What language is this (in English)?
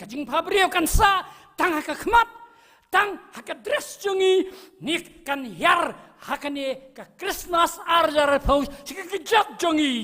Khasi